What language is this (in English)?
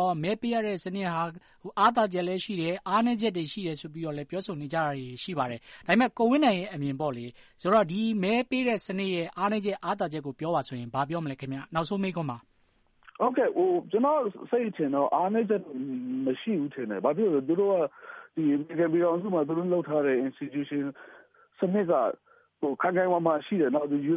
Burmese